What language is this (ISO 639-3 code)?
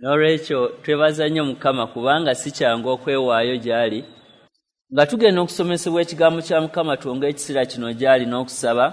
lug